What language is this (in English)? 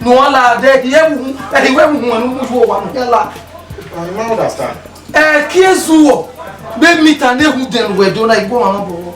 Bini